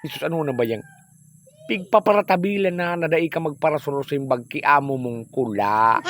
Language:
Bikol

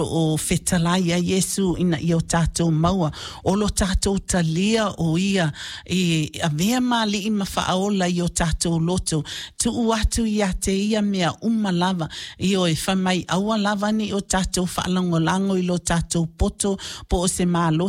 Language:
Samoan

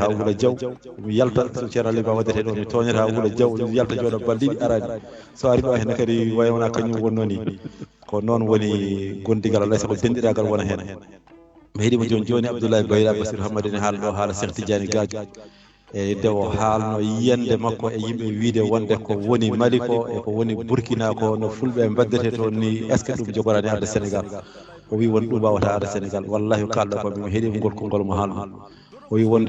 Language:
Fula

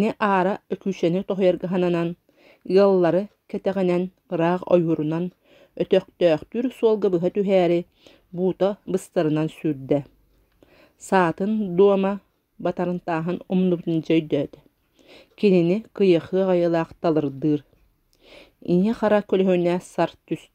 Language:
Yakut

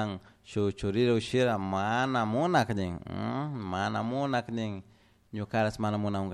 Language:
Chimborazo Highland Quichua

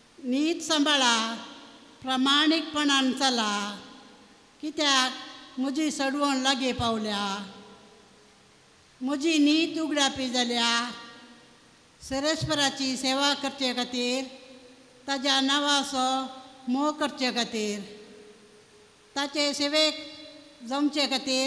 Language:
Konkani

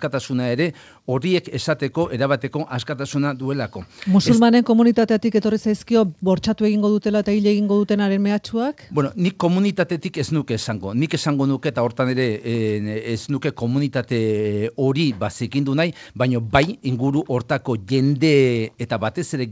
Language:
Basque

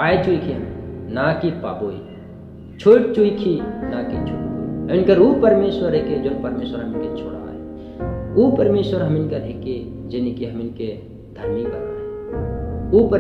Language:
Sadri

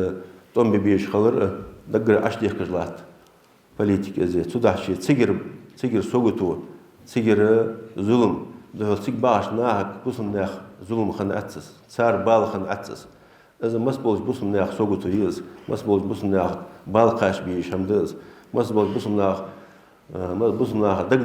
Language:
Ingush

